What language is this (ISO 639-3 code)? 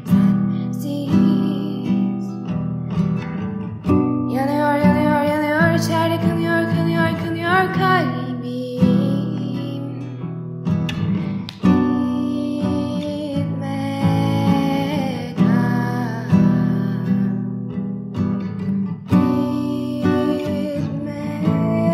tur